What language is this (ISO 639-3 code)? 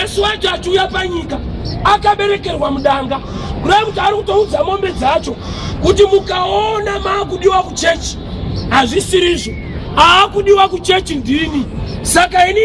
sna